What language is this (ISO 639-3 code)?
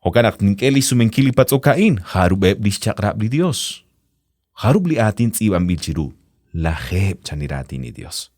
kek